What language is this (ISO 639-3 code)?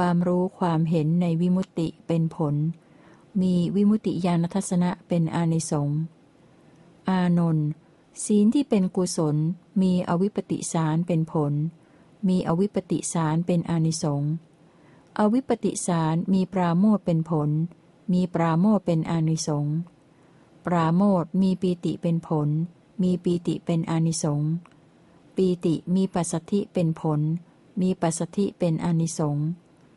tha